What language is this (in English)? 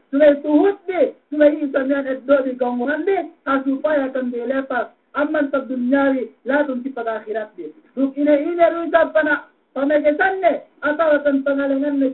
Yakan